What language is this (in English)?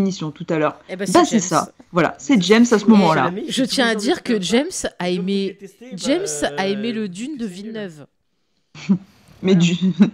French